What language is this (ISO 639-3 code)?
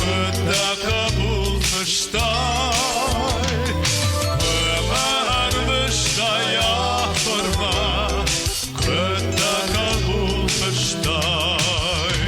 oss